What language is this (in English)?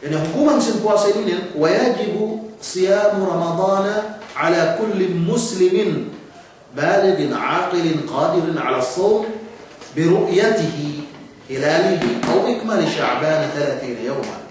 Yakan